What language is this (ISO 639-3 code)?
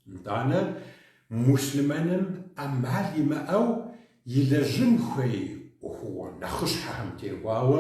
kbd